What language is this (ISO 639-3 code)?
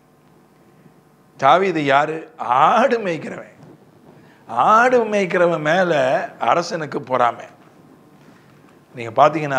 tam